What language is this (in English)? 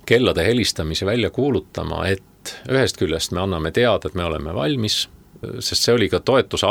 Estonian